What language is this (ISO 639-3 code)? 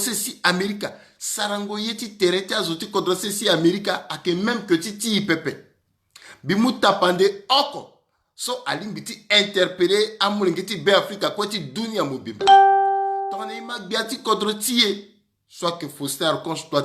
sag